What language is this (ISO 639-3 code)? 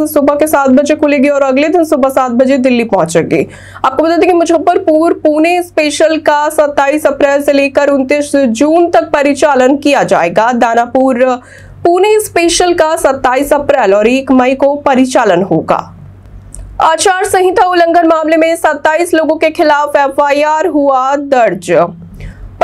hin